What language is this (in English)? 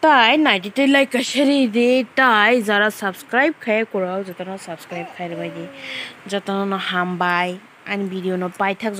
Kok Borok